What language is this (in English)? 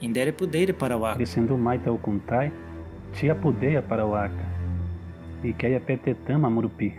Nheengatu